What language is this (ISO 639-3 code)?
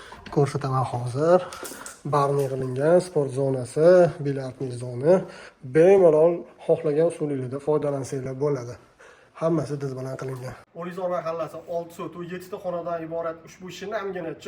uzb